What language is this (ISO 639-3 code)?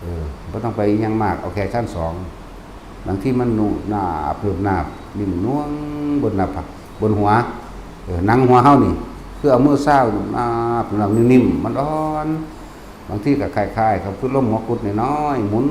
tts